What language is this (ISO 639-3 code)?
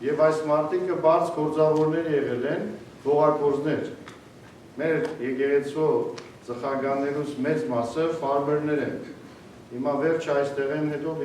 hyw